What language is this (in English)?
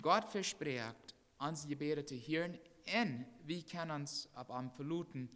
Plautdietsch